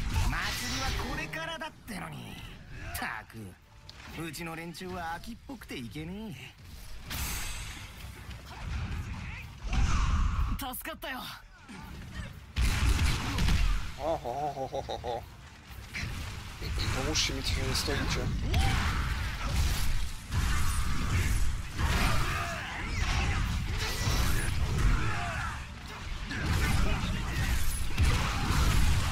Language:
Japanese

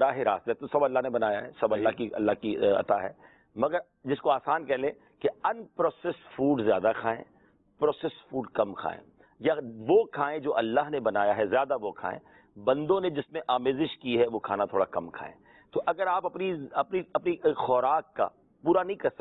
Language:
Urdu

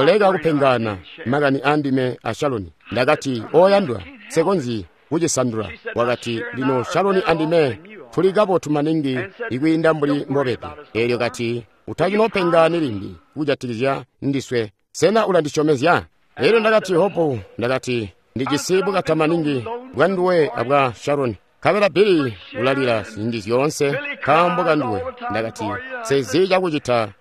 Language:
Tonga (Zambia)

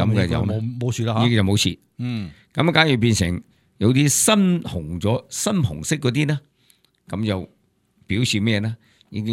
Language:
Cantonese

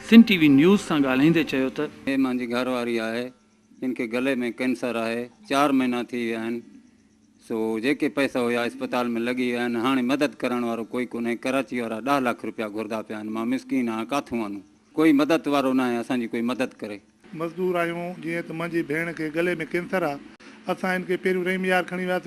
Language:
Sindhi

